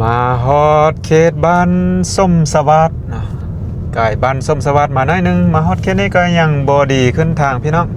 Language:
Lao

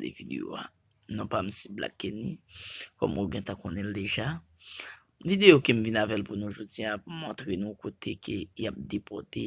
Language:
Haitian Creole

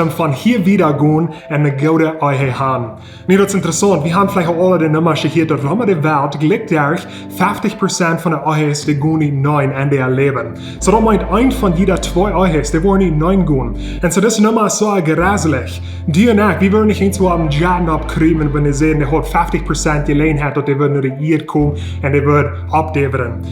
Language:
Plautdietsch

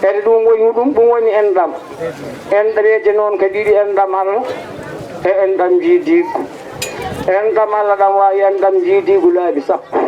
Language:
Fula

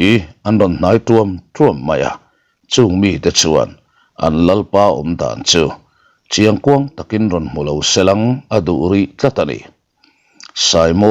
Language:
Mizo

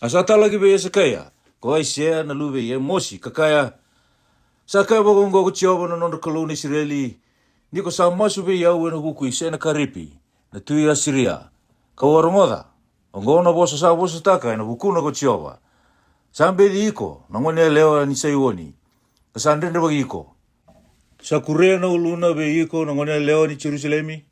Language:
Fijian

